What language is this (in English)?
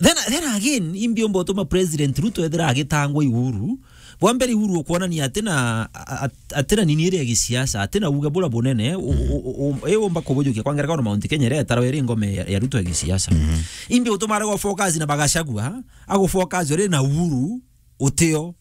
Meru